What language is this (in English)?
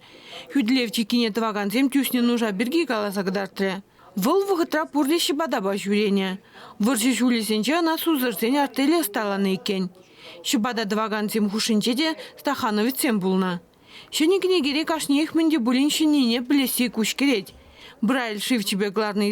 Chuvash